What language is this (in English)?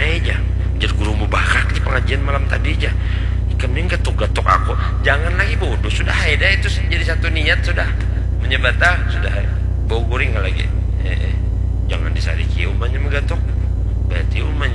Banjar